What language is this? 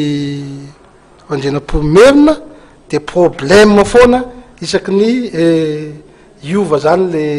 Malagasy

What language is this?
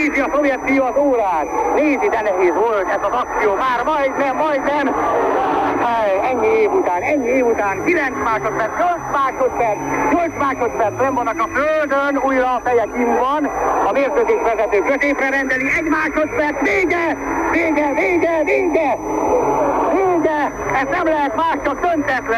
Hungarian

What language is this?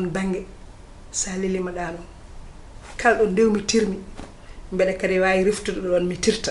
Fula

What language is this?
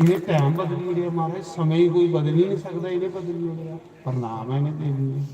Dogri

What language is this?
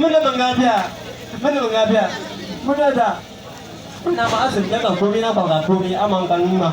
Bimoba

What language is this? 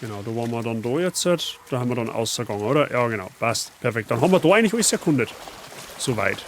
Bavarian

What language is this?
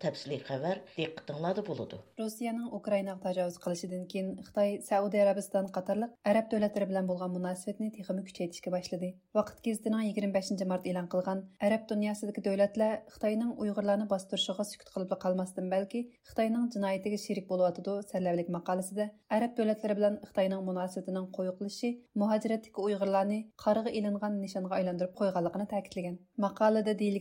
Uyghur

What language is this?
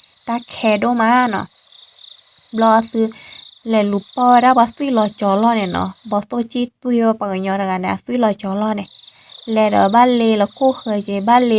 S'gaw Karen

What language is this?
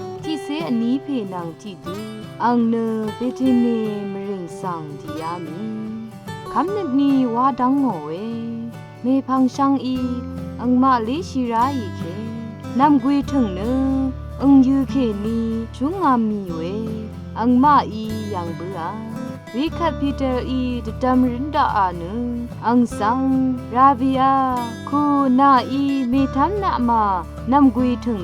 Rawang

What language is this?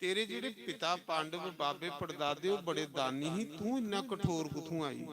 Dogri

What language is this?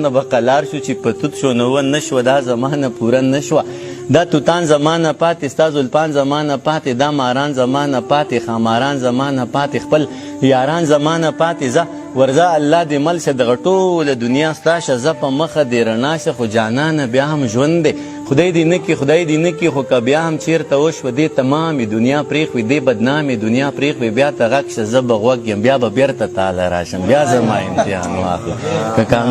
Pashto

